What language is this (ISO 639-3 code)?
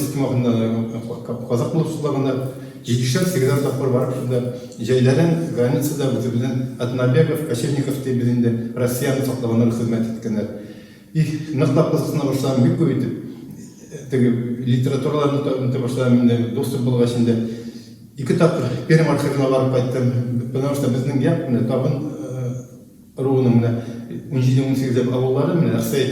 bak